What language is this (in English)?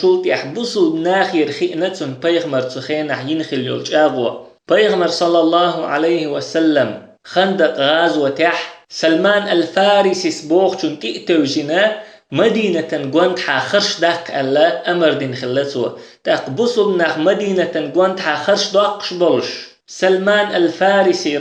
Chechen